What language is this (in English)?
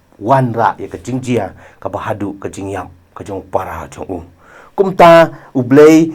Khasi